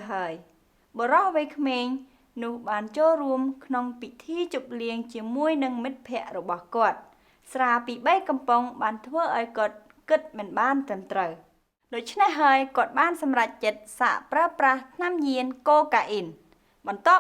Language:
Khmer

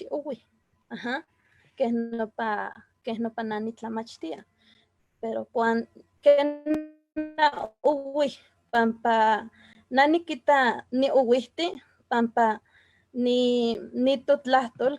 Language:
Eastern Huasteca Nahuatl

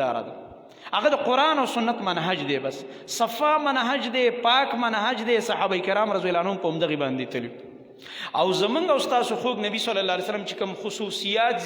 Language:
Pashto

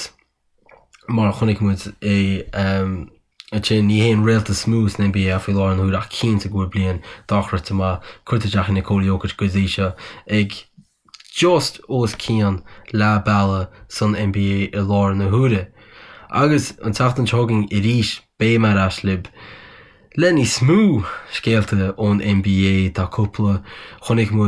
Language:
Irish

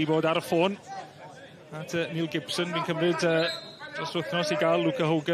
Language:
Welsh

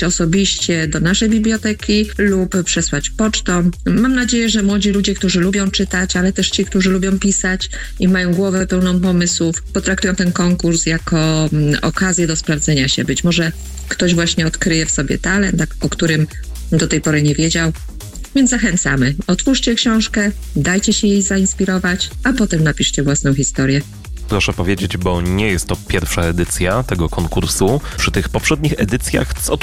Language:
Polish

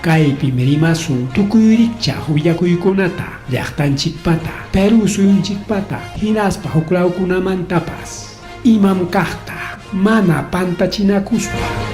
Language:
Ayacucho Quechua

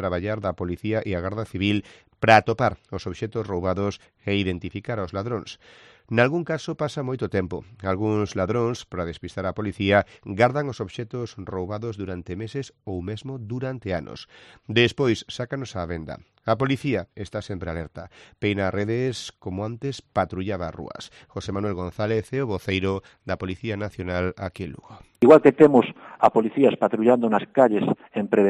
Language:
Galician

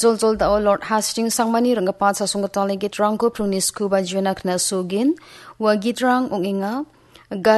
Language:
Garo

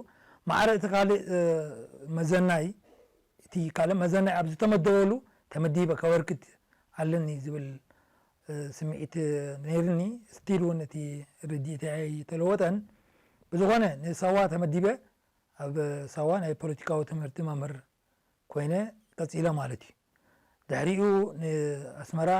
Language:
Tigrinya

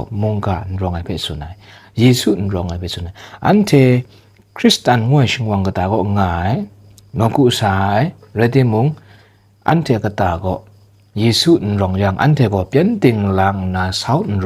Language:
Kachin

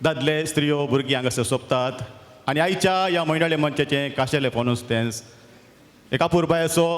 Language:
Konkani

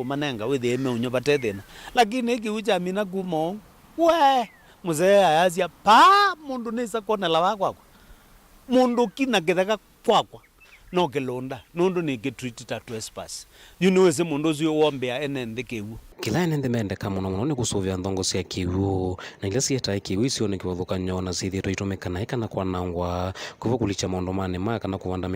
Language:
Kamba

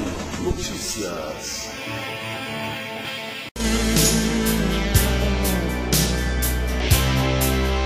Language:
Portuguese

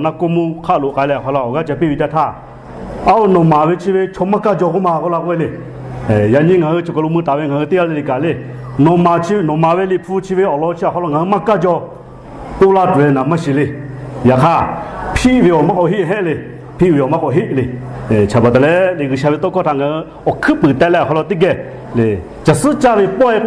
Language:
Lahu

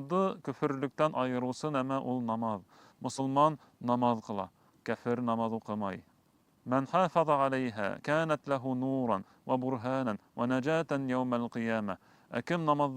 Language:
Bashkir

